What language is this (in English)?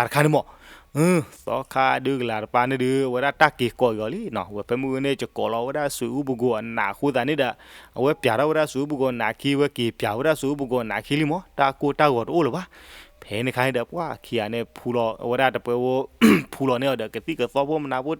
S'gaw Karen